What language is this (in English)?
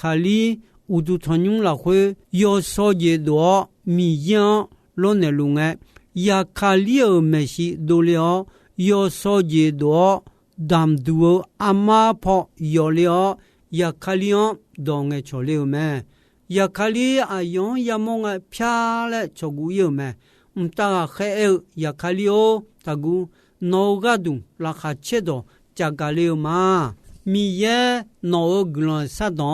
Akha